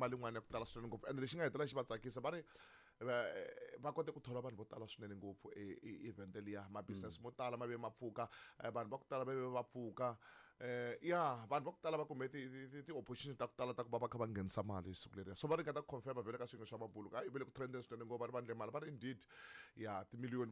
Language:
Tsonga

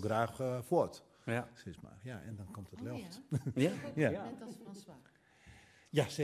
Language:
Western Frisian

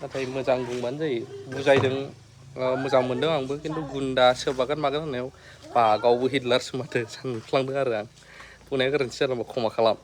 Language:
Bodo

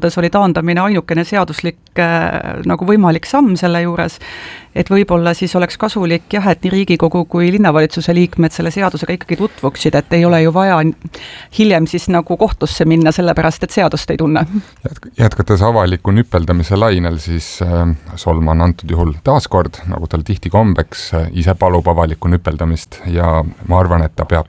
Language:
Estonian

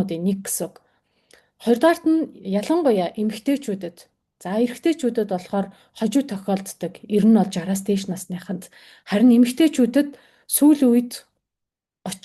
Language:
Mongolian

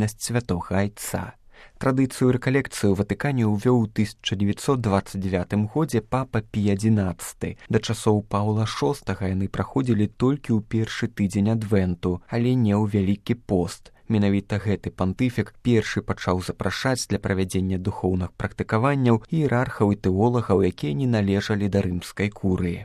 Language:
Belarusian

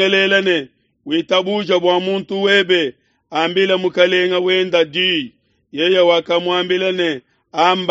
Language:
Luba-Lulua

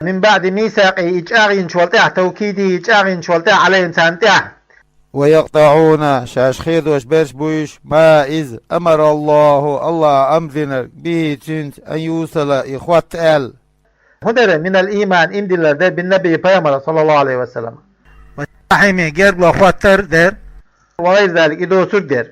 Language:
Chechen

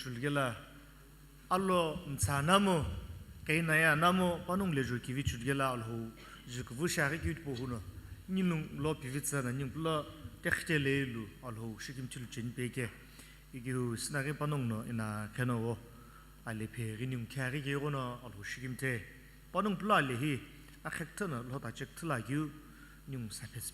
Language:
Sumi Naga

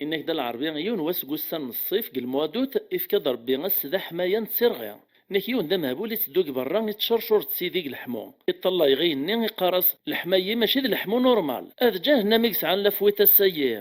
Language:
Kabyle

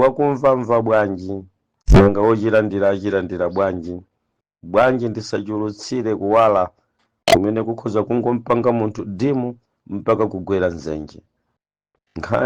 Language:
Nyanja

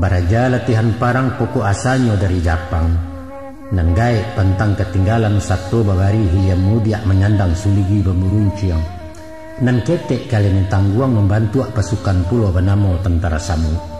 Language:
Minangkabau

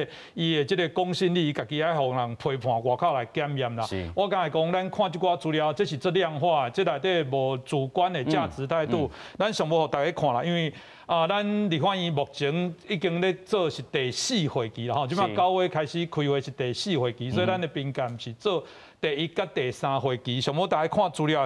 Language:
Min Nan Chinese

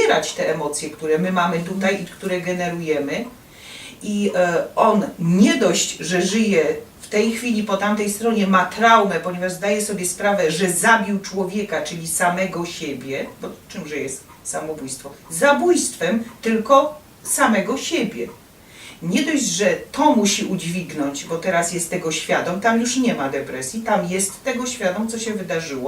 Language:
Silesian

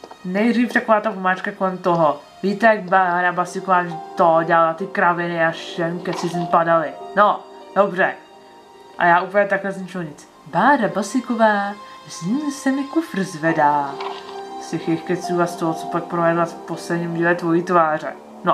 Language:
Czech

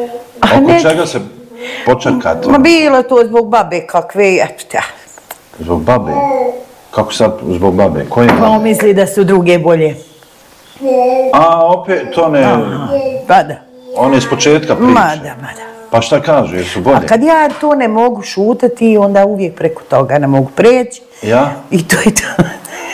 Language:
Bosnian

